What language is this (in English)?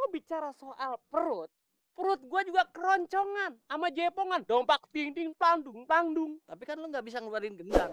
Betawi